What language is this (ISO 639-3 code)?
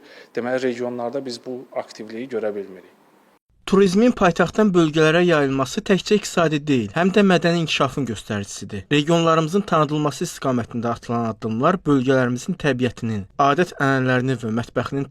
aze